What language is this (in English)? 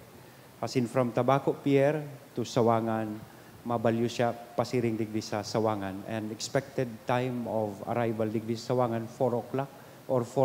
Bikol